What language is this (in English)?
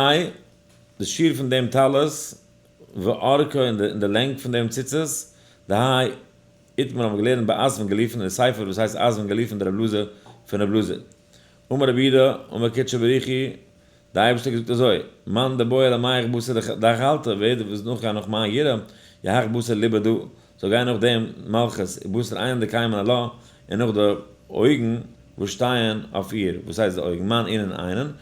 Yiddish